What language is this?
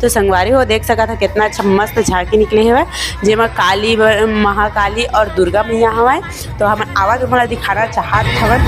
Chhattisgarhi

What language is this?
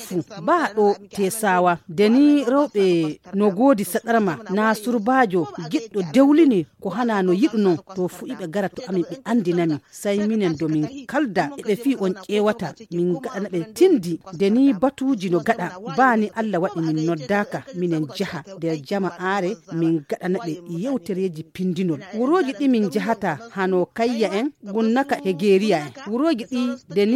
Fula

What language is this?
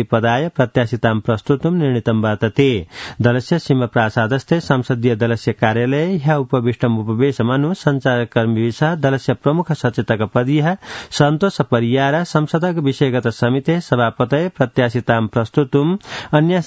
Sanskrit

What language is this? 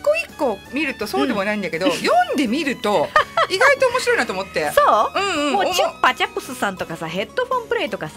Japanese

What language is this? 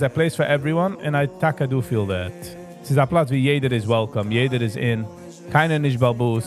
Yiddish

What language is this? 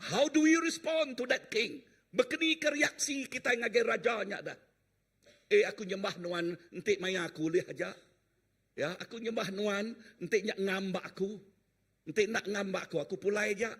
Iban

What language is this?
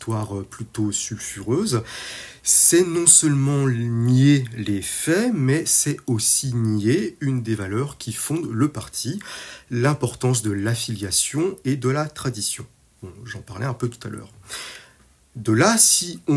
French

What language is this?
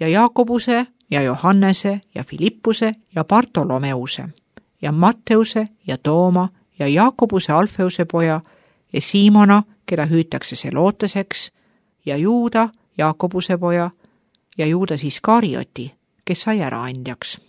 Estonian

